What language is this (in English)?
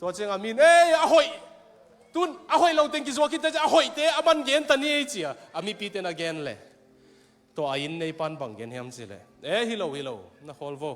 Tedim Chin